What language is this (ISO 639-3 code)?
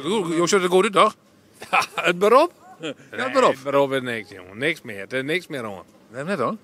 fry